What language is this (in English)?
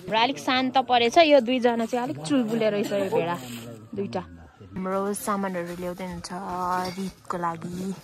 Nepali